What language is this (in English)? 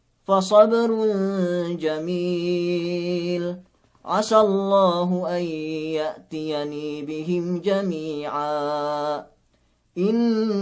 Yakan